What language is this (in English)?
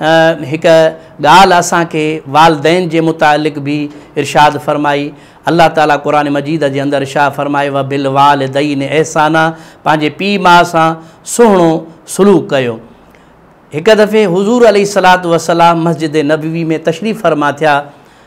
Sindhi